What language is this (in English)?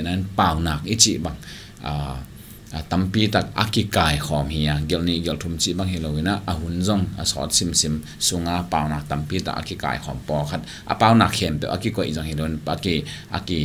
Tedim Chin